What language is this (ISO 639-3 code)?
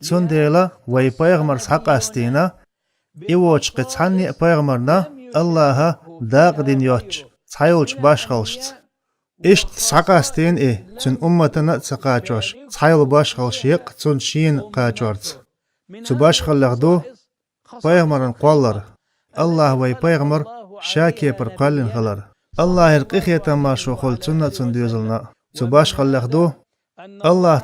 che